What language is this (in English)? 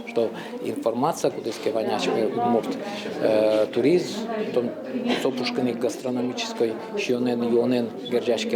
Udmurt